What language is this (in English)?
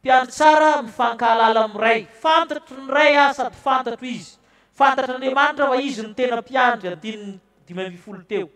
Malagasy